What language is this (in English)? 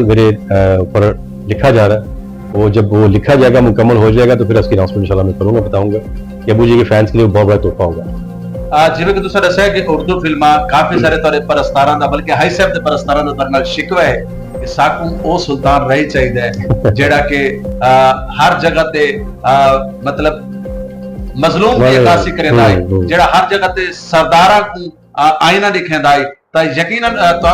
Saraiki